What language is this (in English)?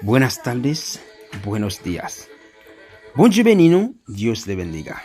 Haitian Creole